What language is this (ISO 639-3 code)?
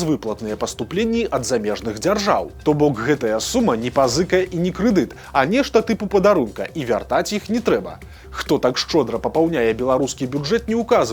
bel